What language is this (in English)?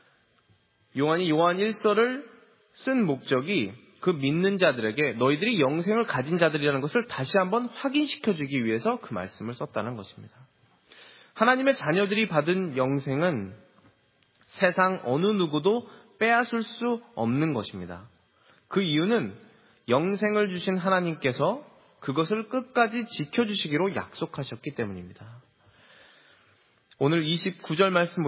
Korean